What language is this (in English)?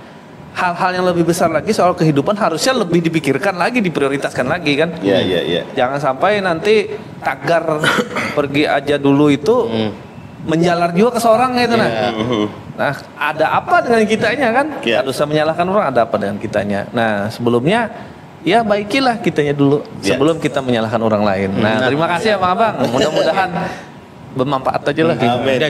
Banjar